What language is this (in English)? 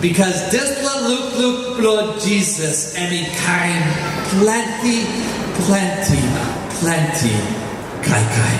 Tok Pisin